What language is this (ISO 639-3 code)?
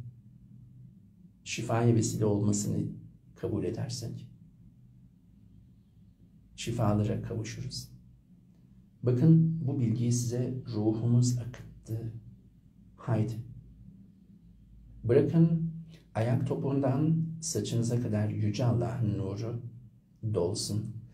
tur